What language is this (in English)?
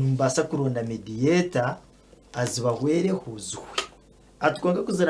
Nyankole